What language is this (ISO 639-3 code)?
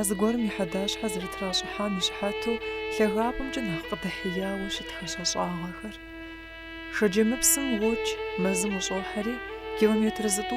kbd